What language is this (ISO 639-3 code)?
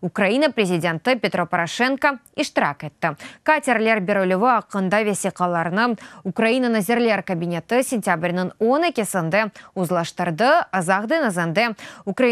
crh